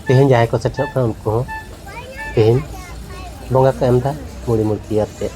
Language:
Santali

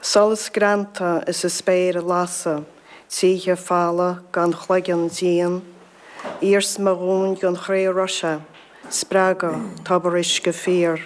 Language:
Irish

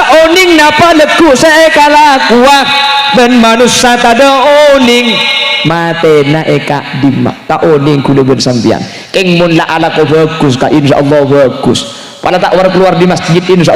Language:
Madurese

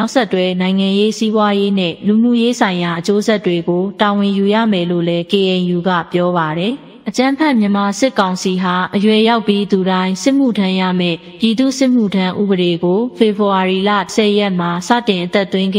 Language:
Burmese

